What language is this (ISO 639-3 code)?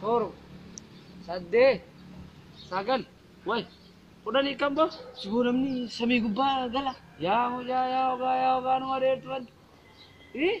orm